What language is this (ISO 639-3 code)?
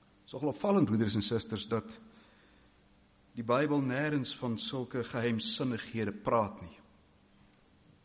afr